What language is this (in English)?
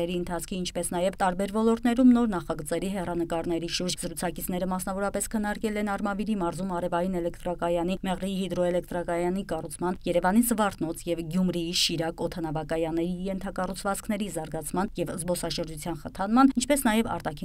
Armenian